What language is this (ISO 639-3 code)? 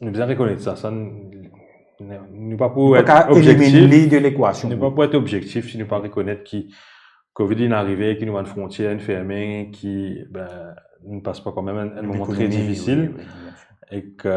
mfe